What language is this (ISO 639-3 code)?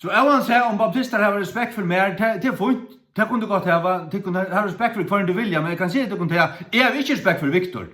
fao